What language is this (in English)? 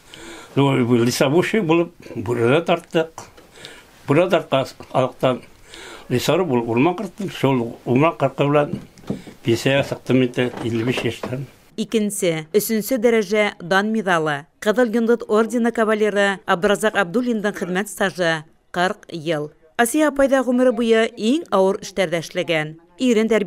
Bashkir